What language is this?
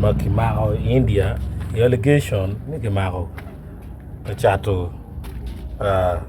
Acoli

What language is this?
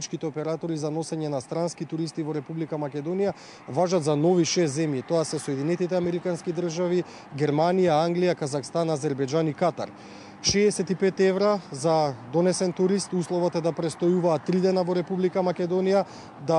Macedonian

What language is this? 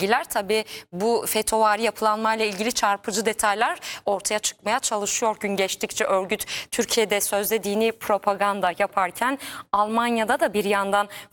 Turkish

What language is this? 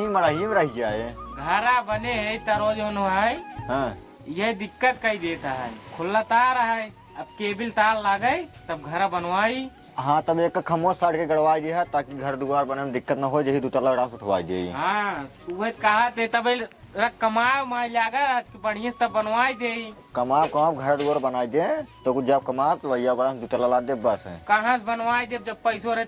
Awadhi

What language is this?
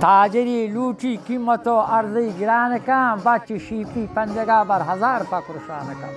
Baluchi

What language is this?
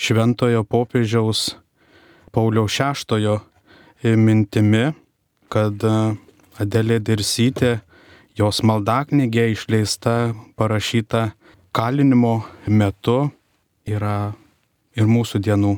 Lithuanian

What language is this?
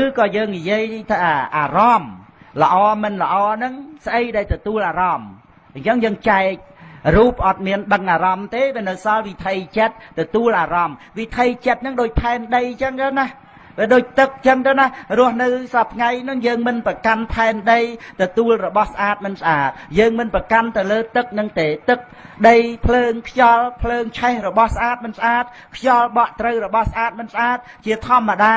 Khmer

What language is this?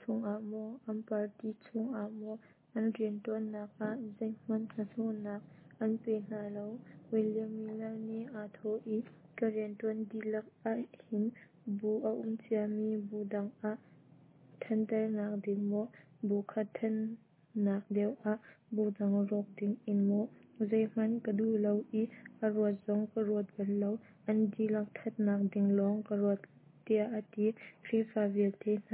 Hakha Chin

